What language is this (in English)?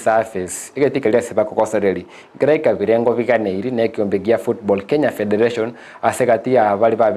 Gusii